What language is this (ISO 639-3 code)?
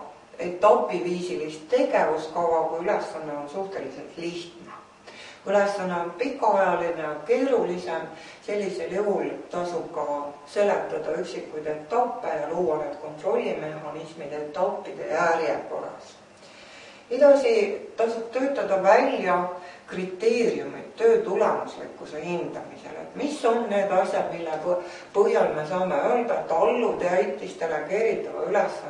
est